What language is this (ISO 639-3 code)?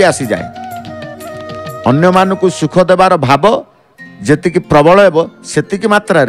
ori